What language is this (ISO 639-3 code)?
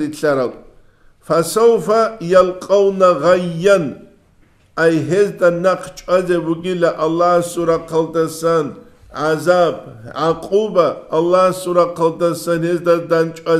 ava